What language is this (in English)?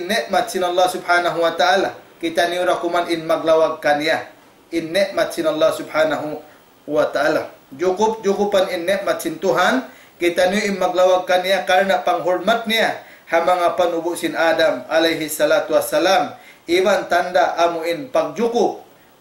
Tausug